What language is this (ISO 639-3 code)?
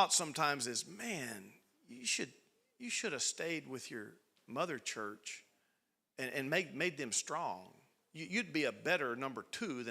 eng